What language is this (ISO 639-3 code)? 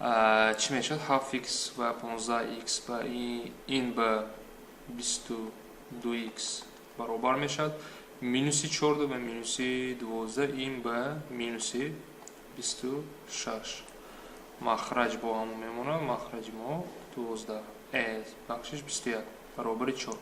tgk